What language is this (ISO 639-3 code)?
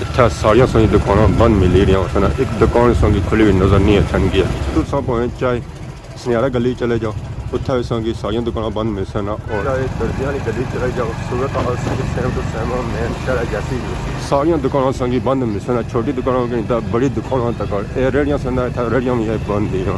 phr